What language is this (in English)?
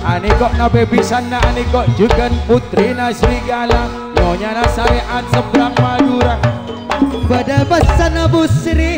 Madurese